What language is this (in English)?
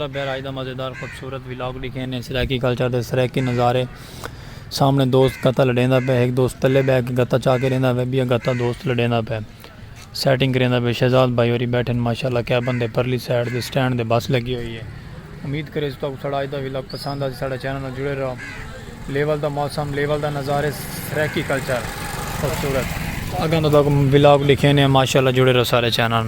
Saraiki